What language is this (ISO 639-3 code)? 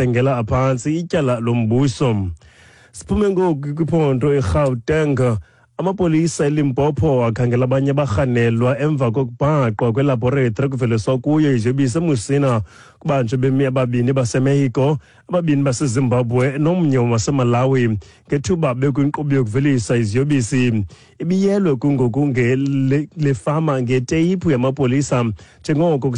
xho